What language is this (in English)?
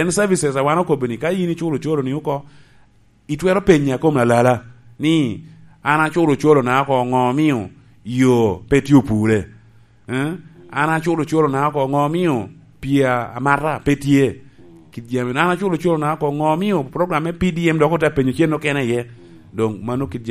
Lango (Uganda)